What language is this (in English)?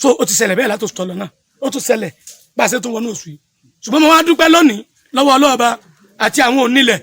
Yoruba